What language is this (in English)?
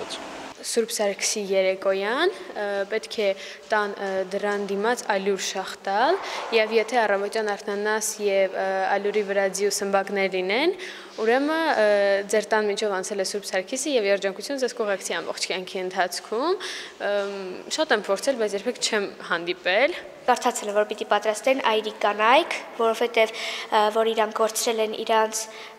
Armenian